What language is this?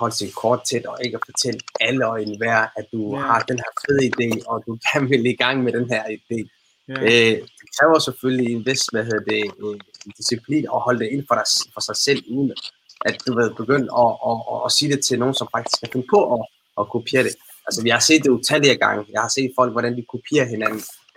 Danish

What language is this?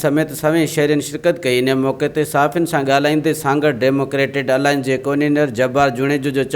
Sindhi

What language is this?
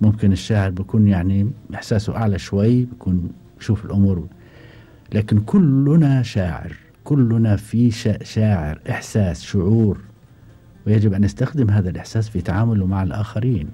Gulf Arabic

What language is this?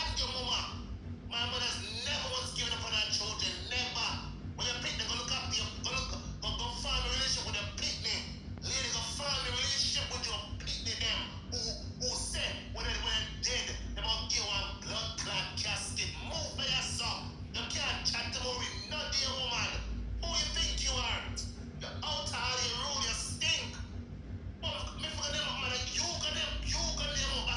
Jamaican Creole English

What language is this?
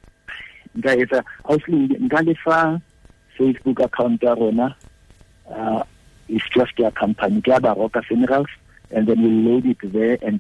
Tswana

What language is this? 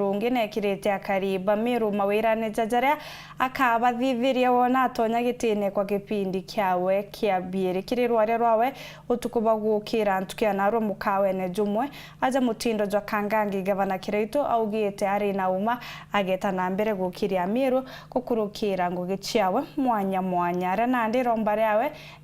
Meru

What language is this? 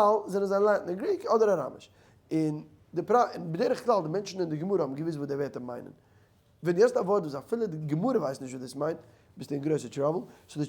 Yiddish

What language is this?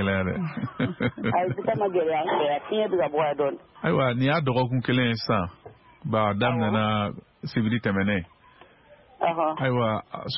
Bambara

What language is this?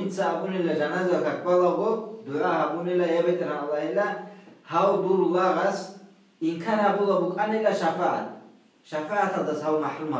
Avaric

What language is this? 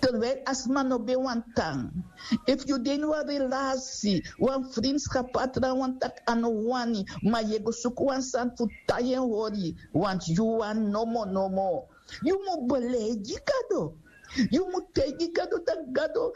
Sranan Tongo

